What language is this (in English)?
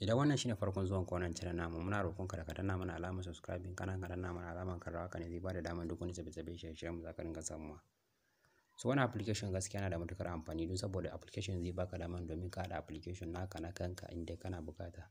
Hausa